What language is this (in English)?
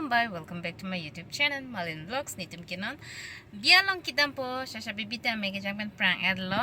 Karbi